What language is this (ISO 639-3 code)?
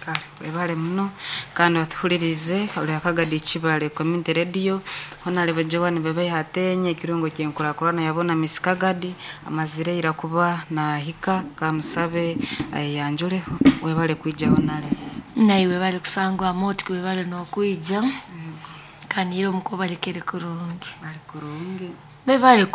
nyo